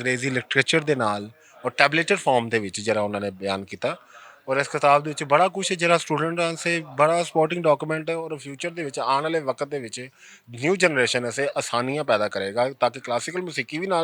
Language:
Western Panjabi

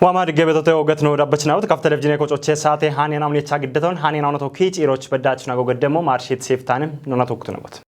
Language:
Kafa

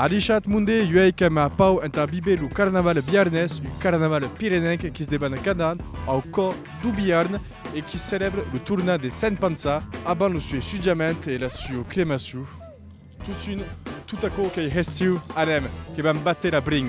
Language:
Occitan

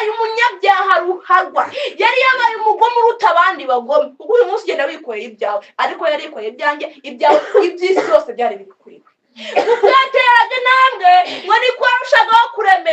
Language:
Kinyarwanda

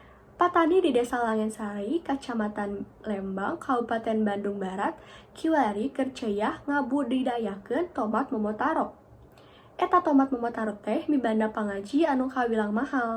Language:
Sundanese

